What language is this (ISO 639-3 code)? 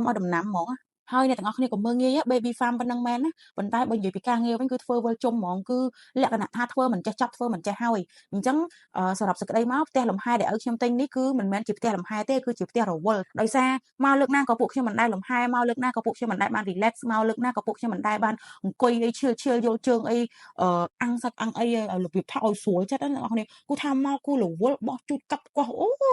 khm